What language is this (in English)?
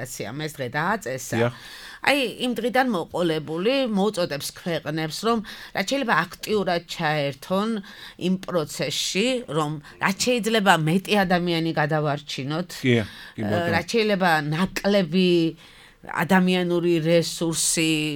Georgian